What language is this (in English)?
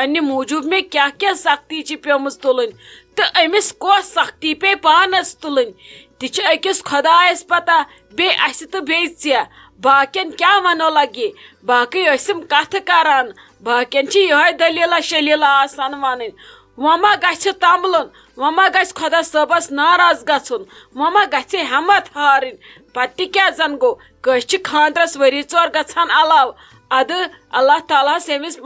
Kashmiri